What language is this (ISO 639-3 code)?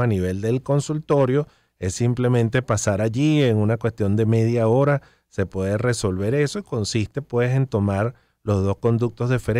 spa